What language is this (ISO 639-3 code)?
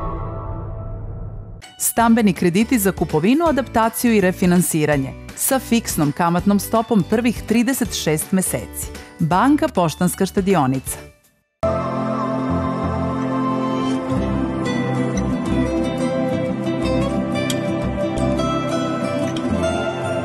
srp